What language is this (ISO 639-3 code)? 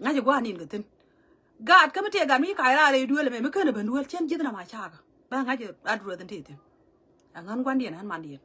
nus